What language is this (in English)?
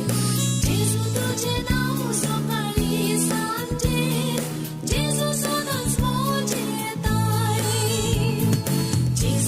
Konkani